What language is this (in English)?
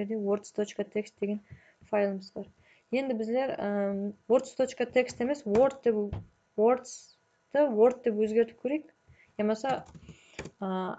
Kara-Kalpak